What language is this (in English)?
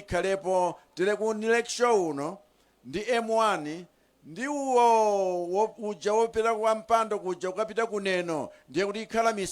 Nyanja